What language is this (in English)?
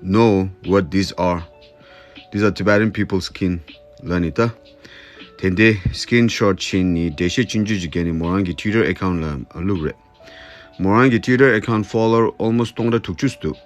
Tibetan